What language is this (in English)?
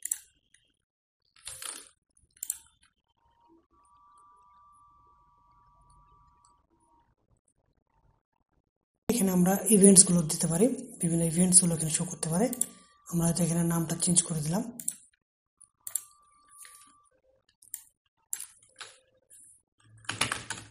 Bangla